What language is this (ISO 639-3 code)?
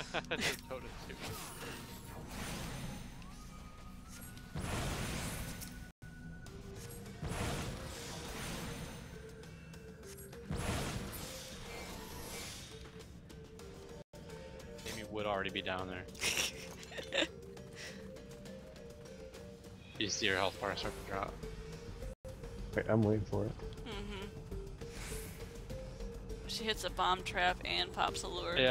eng